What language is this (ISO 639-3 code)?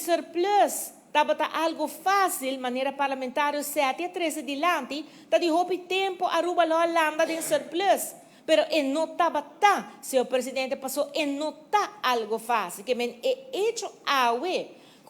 pap